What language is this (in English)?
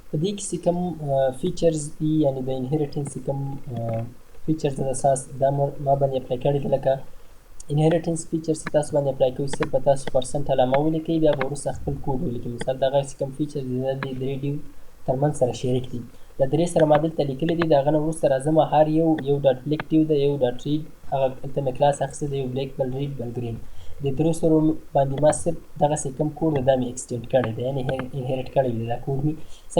Pashto